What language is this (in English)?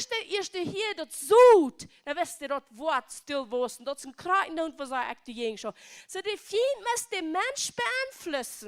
Plautdietsch